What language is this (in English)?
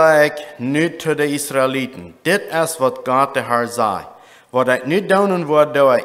Plautdietsch